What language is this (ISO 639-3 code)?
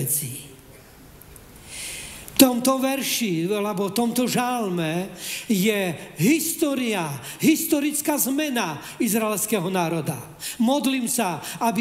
slk